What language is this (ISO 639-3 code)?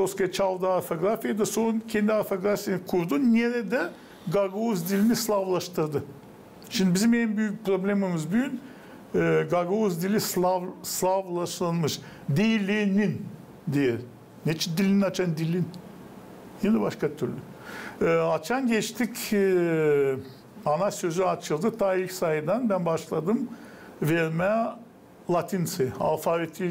gag